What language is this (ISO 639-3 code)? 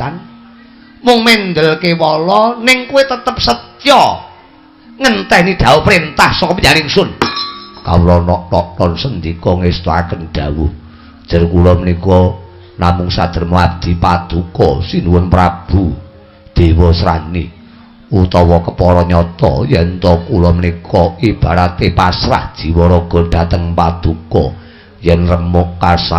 jav